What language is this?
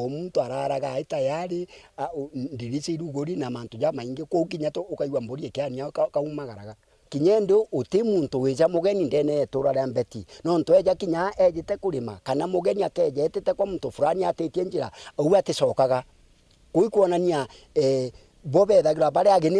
Meru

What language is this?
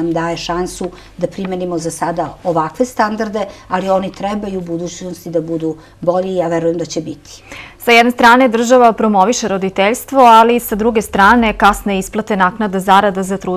Serbian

